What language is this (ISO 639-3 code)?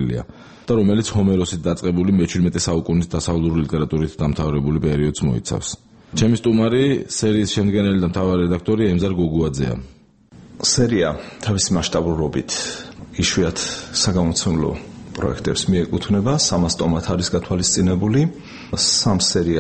kat